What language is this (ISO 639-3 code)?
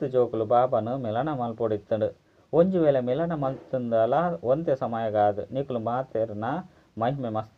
tcy